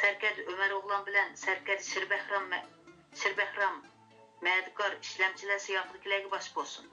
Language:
Uyghur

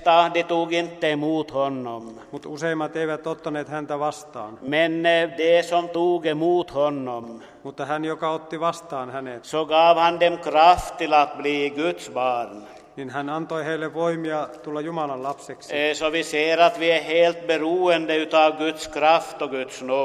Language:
Swedish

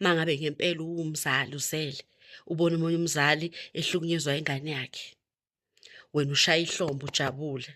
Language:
Zulu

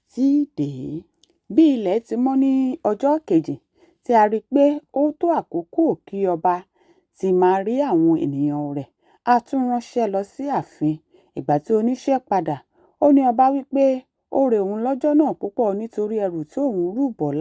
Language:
Yoruba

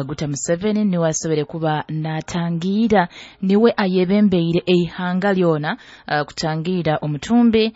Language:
Nyoro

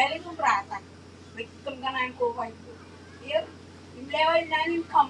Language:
Marshallese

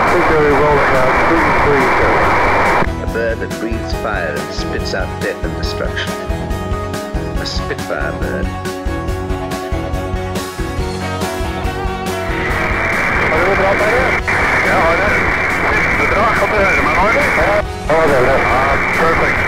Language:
Norwegian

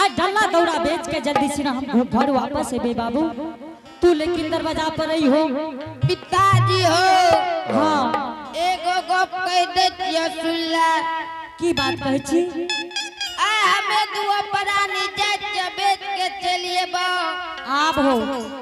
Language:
Angika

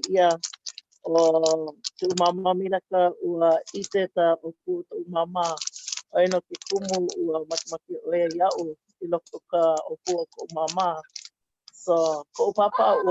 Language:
Hawaiian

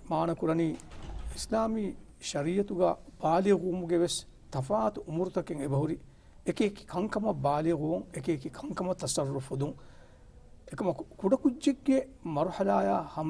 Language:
Divehi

